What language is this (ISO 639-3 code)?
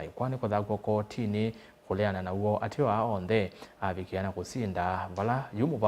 kam